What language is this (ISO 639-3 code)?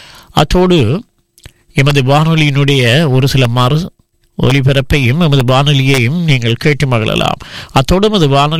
tam